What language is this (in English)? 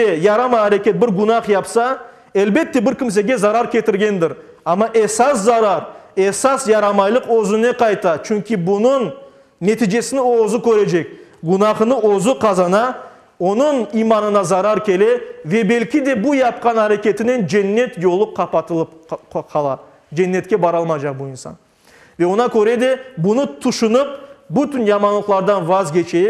Crimean Tatar